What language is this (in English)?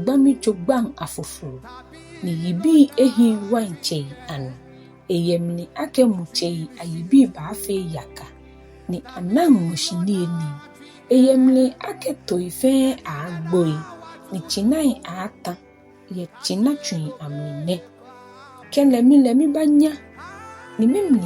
Ga